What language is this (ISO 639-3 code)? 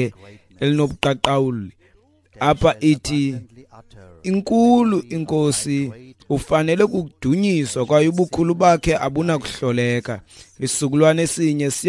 xho